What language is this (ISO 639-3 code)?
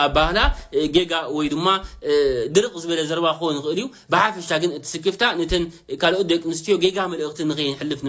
tir